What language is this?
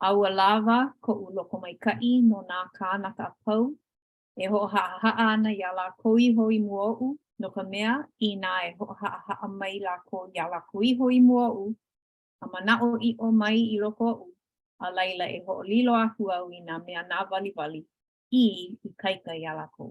Hawaiian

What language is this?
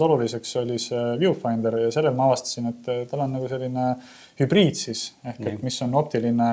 Estonian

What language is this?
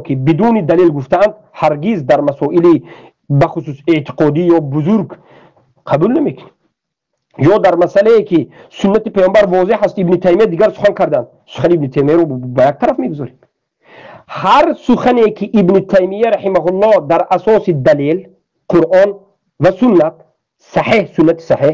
Tajik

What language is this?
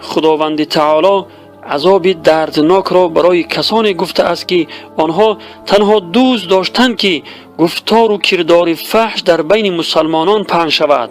Tajik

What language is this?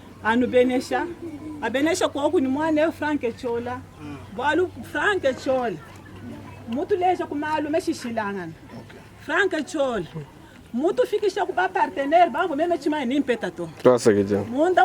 Luba-Lulua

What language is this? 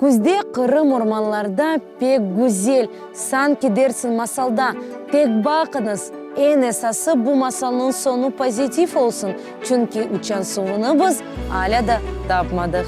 Crimean Tatar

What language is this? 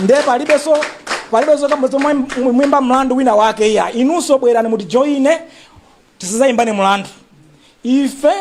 Nyanja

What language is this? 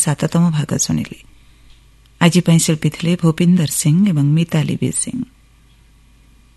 Odia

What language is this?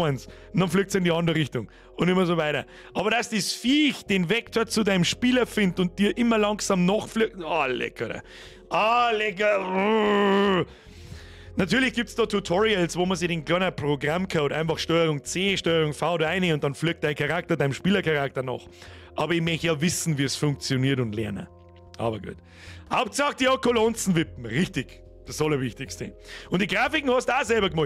Bavarian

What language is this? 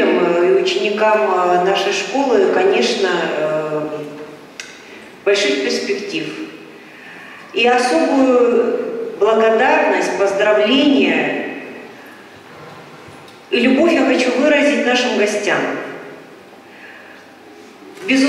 Russian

